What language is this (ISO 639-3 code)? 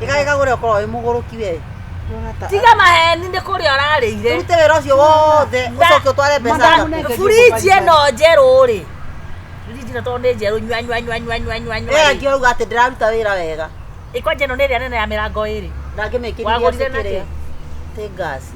kik